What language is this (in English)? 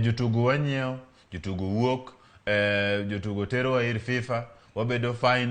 Luo (Kenya and Tanzania)